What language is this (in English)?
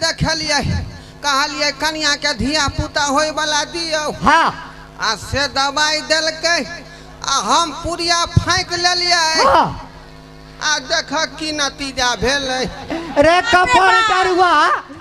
Maithili